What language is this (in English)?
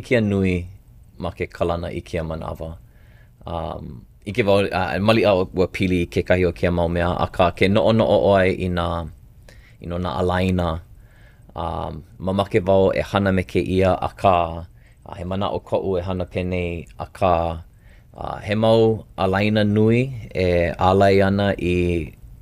Hawaiian